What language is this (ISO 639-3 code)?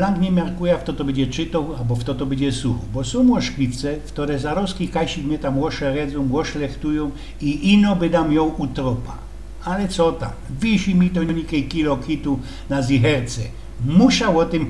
szl